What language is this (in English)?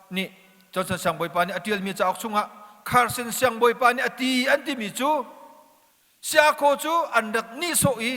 Hakha Chin